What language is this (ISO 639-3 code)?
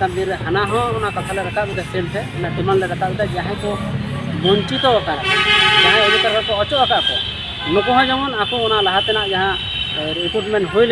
sat